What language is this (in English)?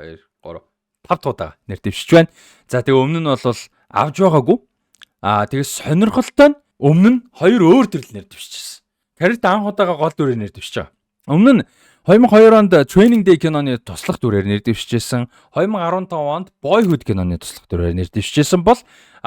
Mongolian